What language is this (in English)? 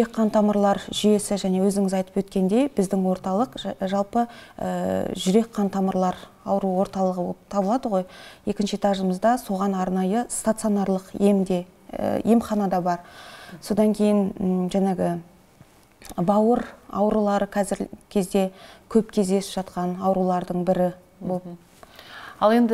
Kazakh